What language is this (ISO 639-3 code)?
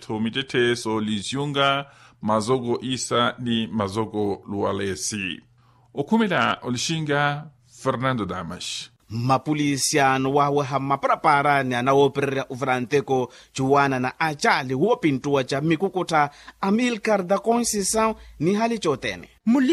vmw